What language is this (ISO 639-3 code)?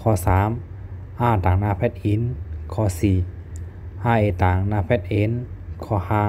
shn